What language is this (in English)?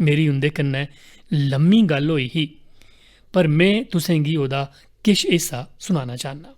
Dogri